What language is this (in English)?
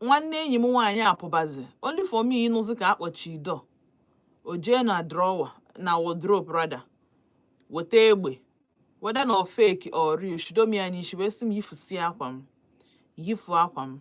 Igbo